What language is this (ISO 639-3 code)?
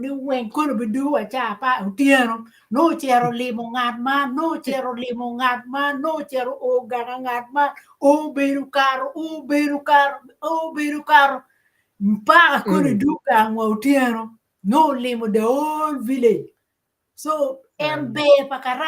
ach